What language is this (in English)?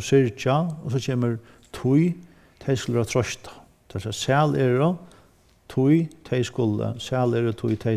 Faroese